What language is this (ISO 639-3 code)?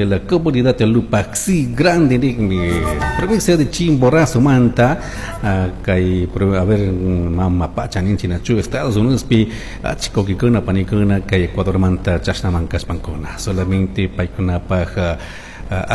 qug